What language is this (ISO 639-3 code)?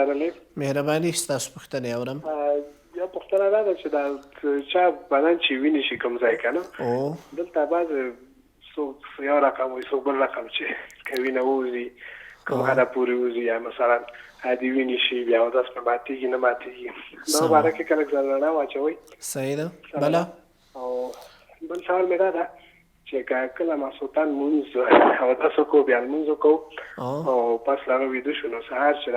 pus